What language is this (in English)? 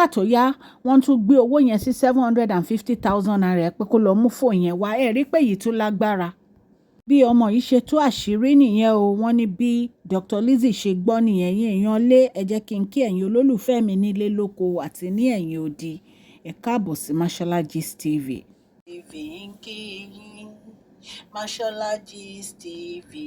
Yoruba